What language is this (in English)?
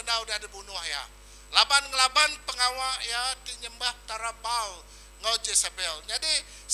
Iban